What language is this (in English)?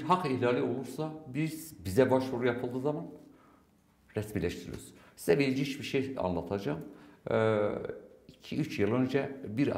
Turkish